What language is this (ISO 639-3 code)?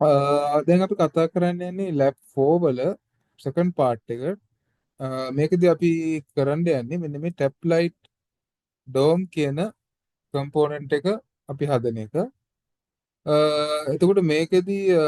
sin